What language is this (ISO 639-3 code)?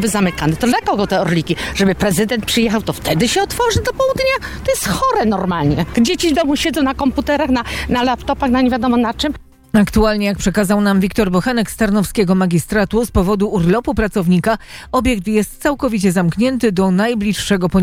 pol